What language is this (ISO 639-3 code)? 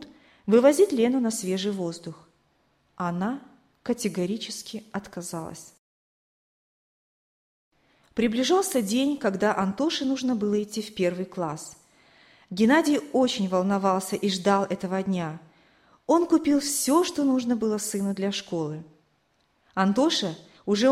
rus